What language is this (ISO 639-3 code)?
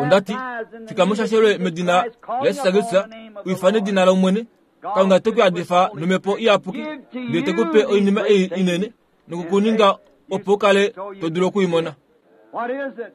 kua